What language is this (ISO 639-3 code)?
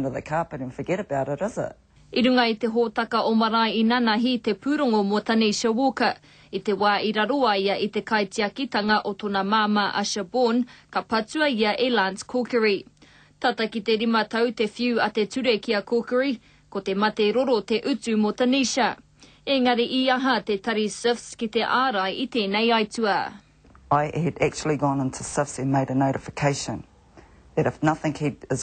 mri